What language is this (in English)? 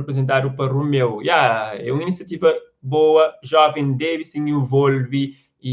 Kabuverdianu